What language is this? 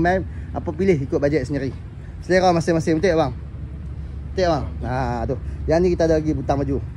Malay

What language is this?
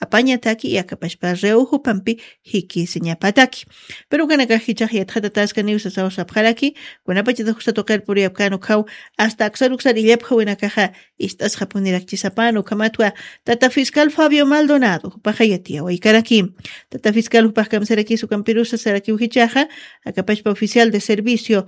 Aymara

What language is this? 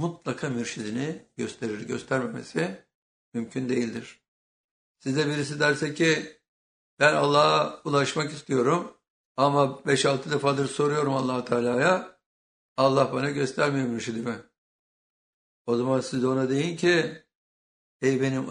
Turkish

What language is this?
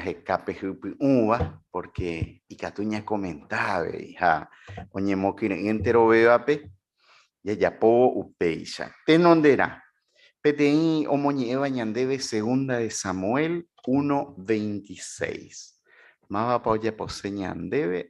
Guarani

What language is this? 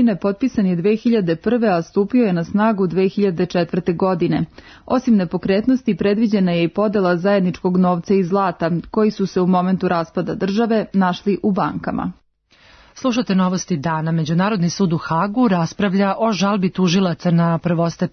Serbian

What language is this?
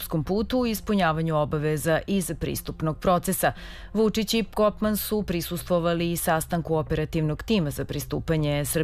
Serbian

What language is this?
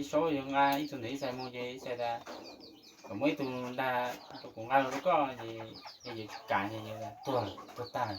Hmong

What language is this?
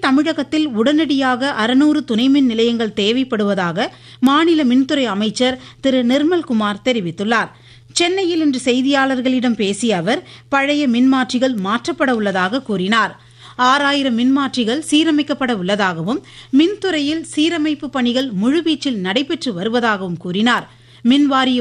Tamil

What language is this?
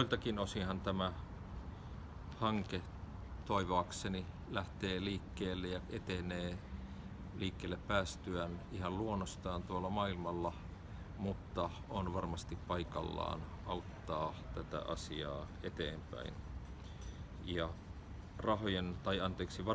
Finnish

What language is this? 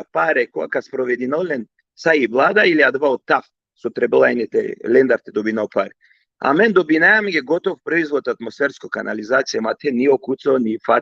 Balkan Romani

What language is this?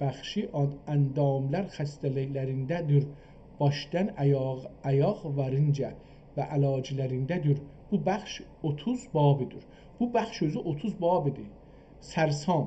South Azerbaijani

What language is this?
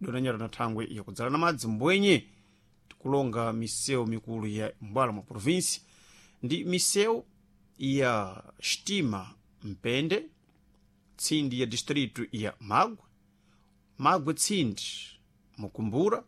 Sena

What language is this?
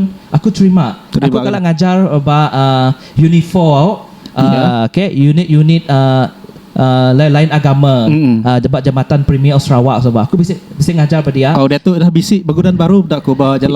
Iban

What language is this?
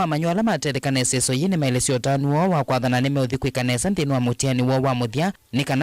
Kamba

